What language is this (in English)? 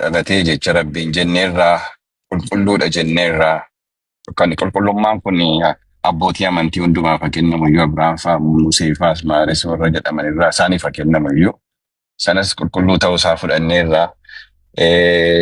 Oromo